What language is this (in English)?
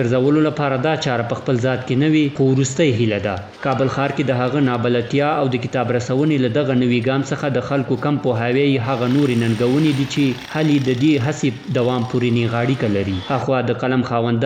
Pashto